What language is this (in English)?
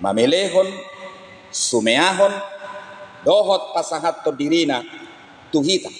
Batak Toba